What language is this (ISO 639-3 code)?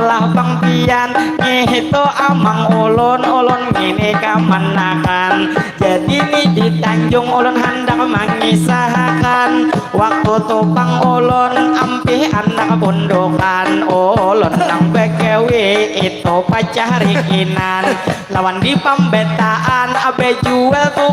bjn